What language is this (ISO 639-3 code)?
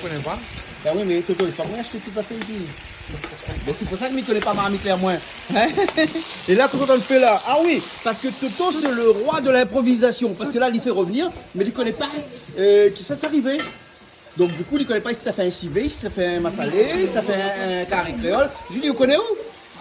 rcf